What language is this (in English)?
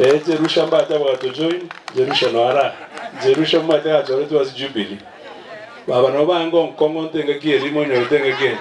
Gusii